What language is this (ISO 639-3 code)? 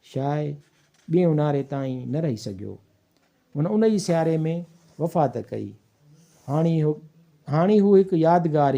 snd